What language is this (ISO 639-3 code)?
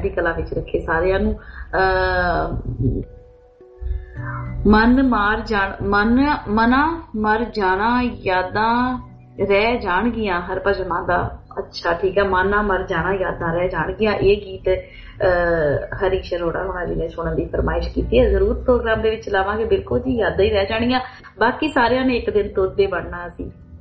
pan